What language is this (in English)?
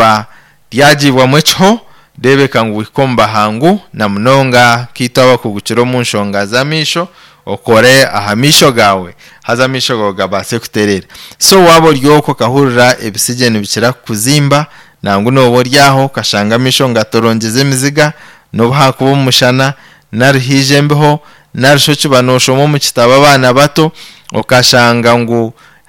Nyankole